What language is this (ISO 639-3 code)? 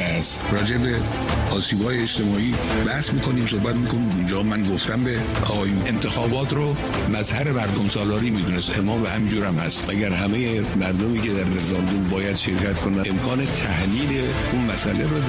fas